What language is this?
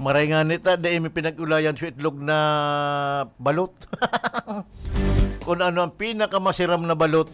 Bikol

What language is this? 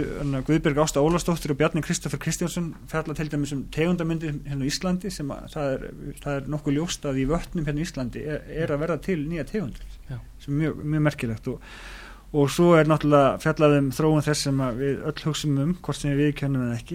Icelandic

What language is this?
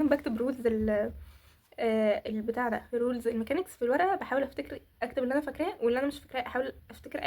Egyptian Arabic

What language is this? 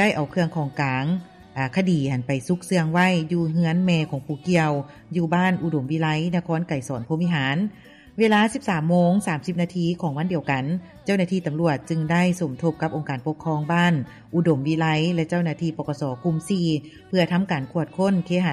Lao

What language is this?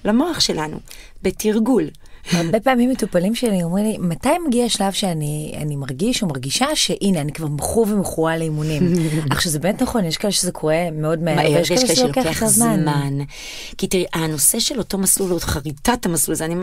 Hebrew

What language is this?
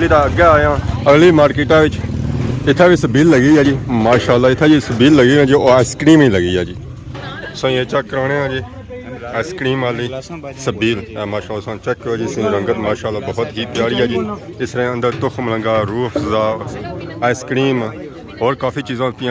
Pahari-Potwari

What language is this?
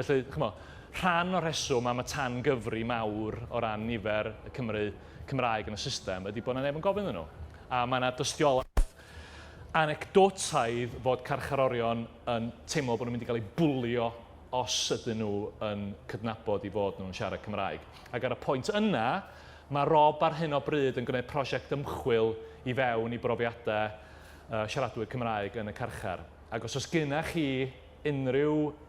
Welsh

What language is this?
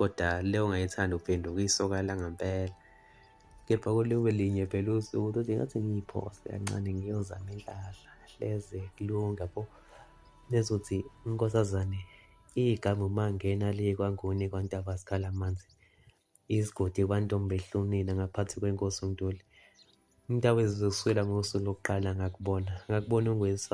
Zulu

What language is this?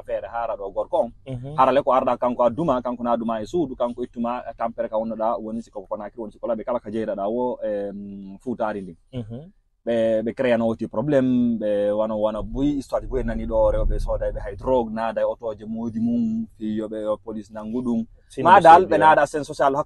Fula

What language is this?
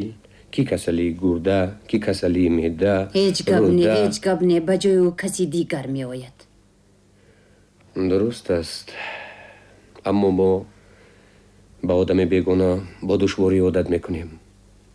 Tajik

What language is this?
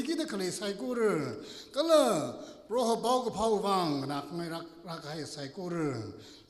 Tangkhul Naga (India)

